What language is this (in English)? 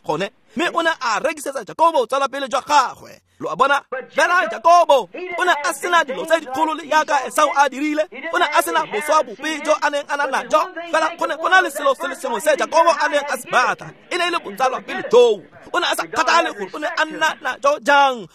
Tswana